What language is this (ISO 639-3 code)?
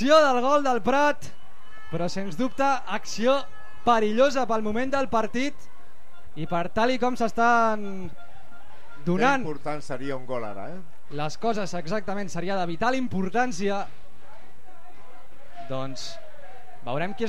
cat